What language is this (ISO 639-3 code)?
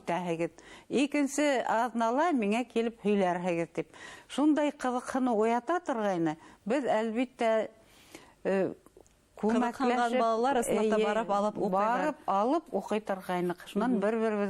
bak